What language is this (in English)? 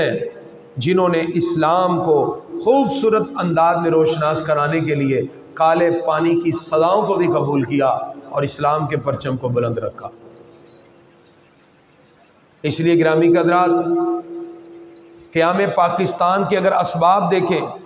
Urdu